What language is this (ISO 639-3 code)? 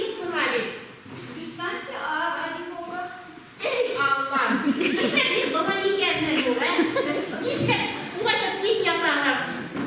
bak